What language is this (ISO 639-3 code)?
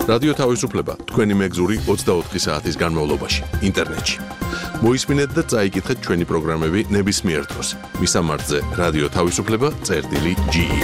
kat